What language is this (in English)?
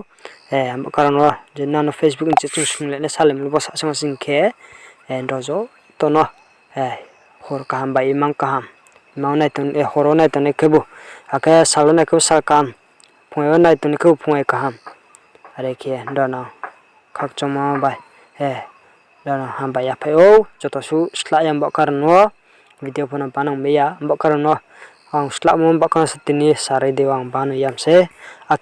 Riang (India)